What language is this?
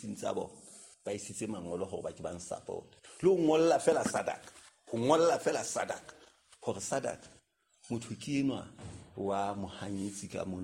Southern Sotho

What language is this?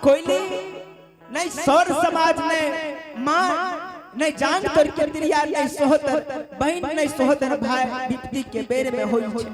Angika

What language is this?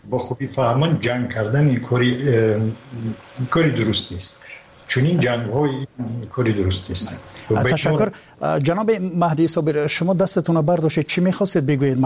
Persian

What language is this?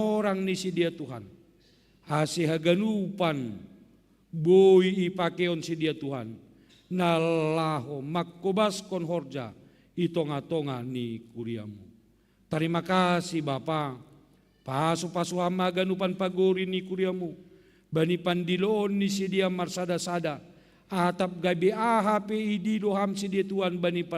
Batak Simalungun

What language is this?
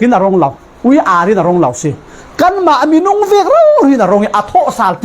Falam Chin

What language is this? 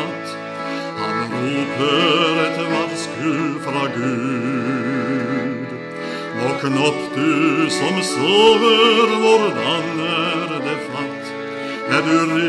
Norwegian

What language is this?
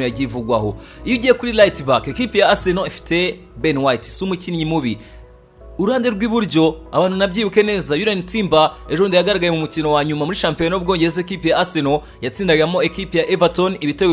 Kinyarwanda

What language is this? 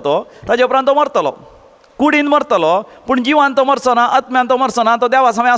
Konkani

